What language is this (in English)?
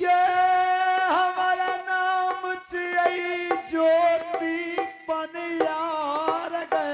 Angika